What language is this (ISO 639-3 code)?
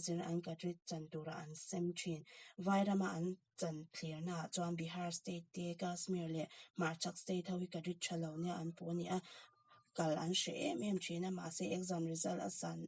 lus